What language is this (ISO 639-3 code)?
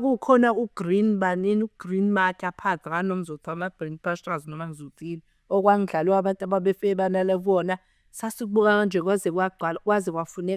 zul